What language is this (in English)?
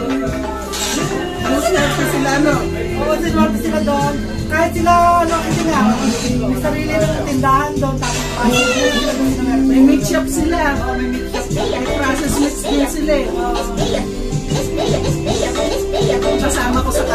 Filipino